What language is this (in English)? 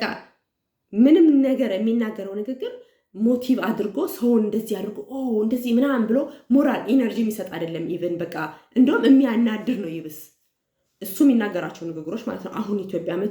Amharic